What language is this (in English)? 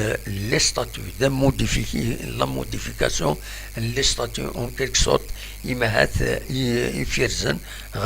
Kabyle